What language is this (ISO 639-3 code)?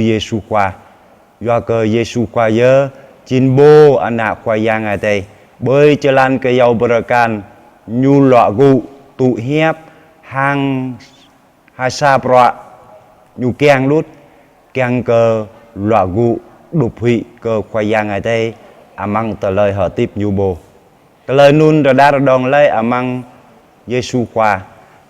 jra